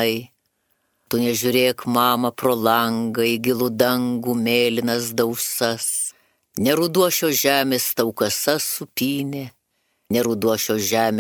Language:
Lithuanian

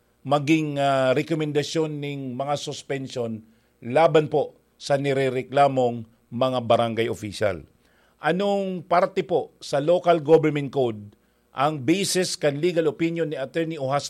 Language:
Bikol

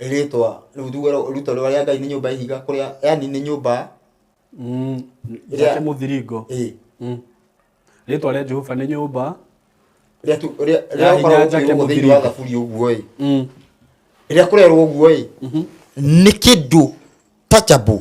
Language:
Kikuyu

